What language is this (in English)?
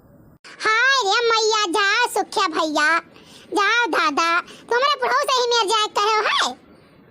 Awadhi